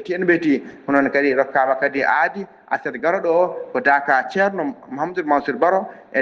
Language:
Fula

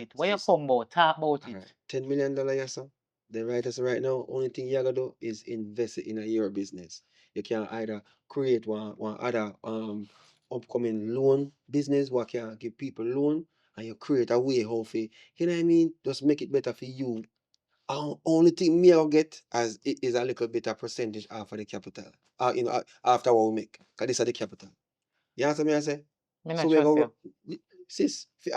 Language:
Jamaican Creole English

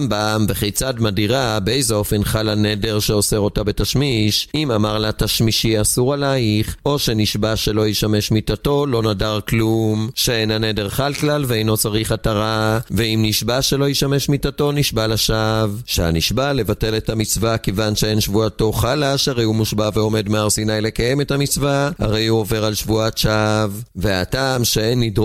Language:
Hebrew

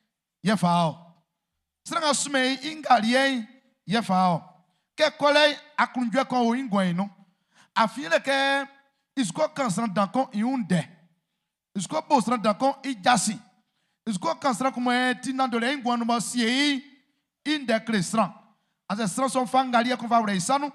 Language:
Baoulé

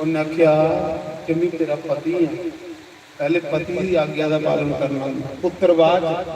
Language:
Dogri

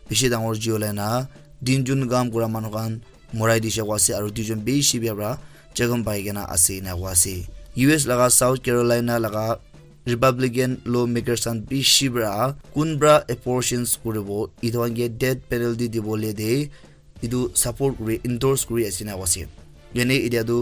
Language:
Naga Pidgin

